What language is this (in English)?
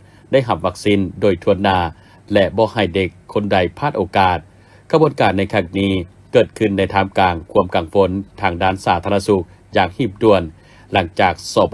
Lao